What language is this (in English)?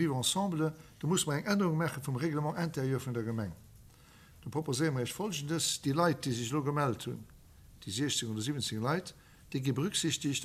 Luxembourgish